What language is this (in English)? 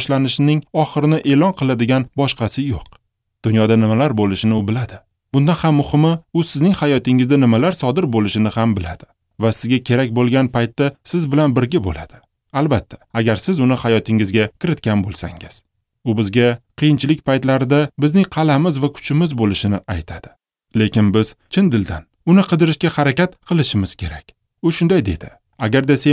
Uzbek